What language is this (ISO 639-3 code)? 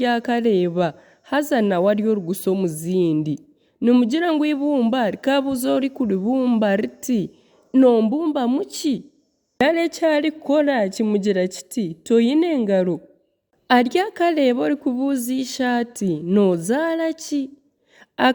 nyn